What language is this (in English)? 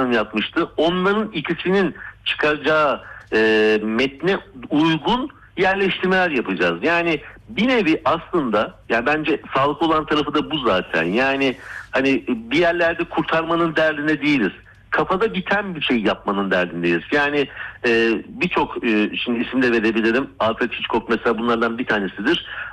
Turkish